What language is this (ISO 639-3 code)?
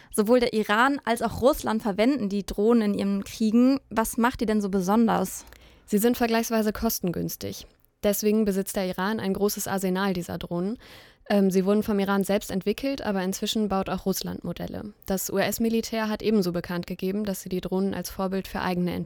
deu